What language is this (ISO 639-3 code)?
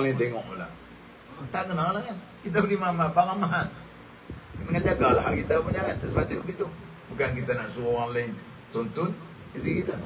msa